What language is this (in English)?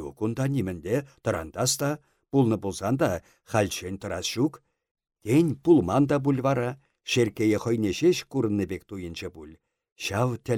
Chuvash